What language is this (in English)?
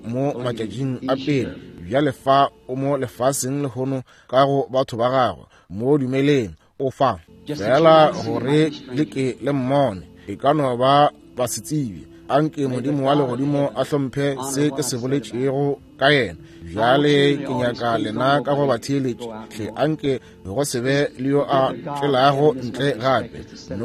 Northern Sotho